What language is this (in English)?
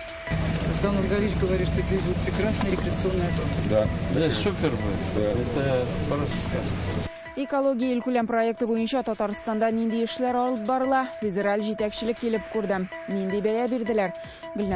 Tatar